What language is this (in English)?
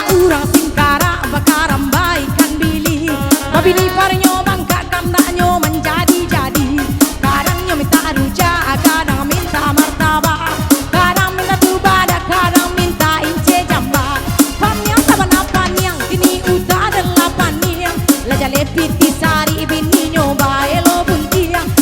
Minangkabau